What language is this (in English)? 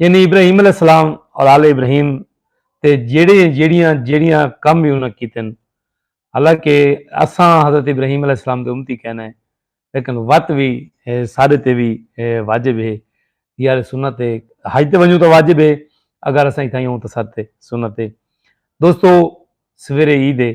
Saraiki